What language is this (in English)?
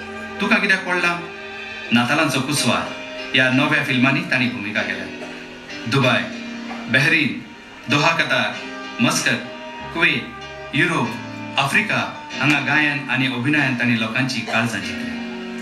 Konkani